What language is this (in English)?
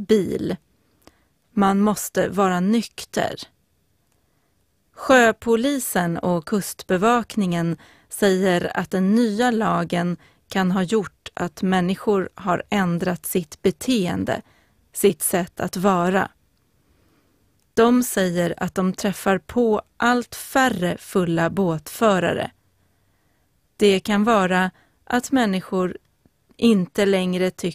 Swedish